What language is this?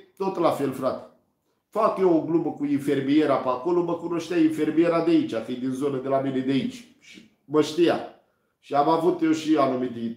Romanian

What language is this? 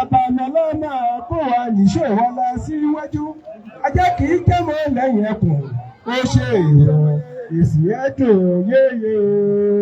Yoruba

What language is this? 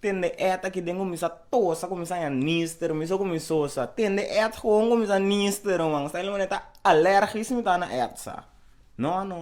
Papiamento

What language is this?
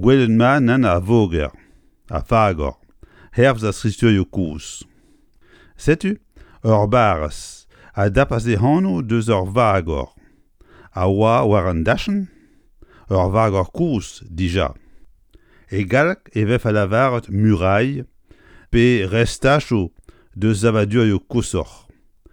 Breton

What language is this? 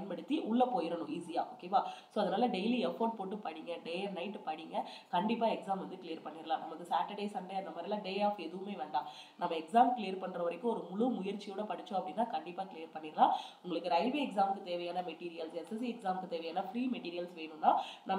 Tamil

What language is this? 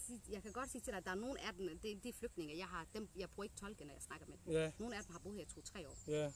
Danish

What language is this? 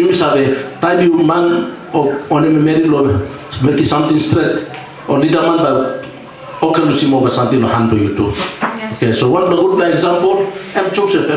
Tok Pisin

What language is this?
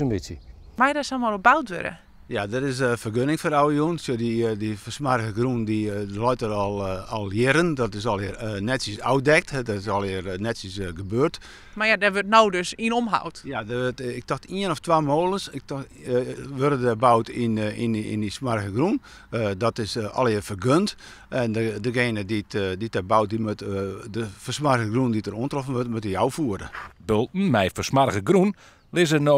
Western Frisian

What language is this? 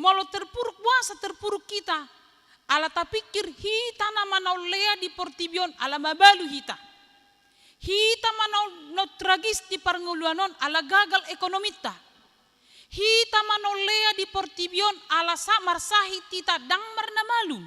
Batak Toba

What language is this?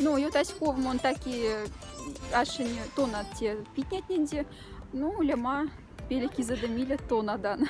Moksha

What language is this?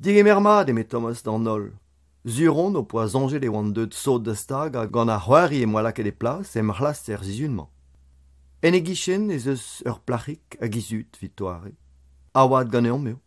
Breton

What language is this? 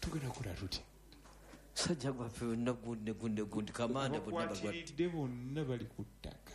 Ganda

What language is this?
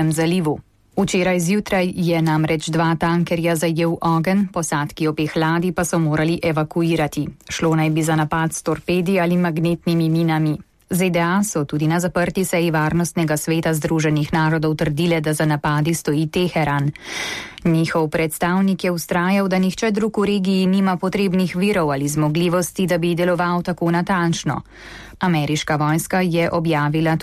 Slovenian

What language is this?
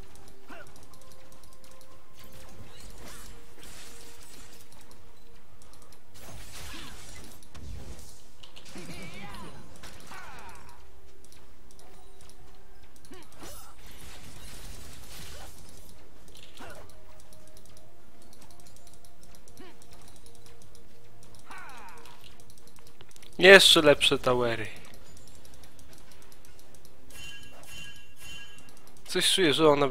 Polish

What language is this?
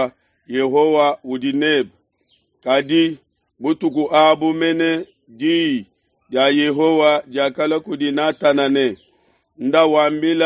Luba-Lulua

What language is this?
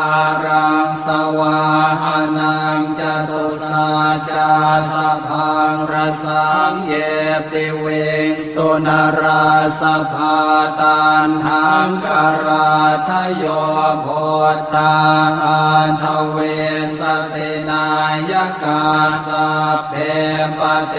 Pali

